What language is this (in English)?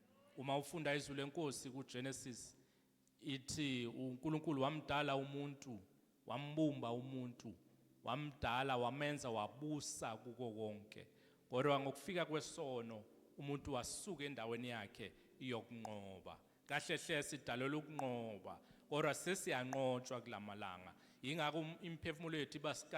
Zulu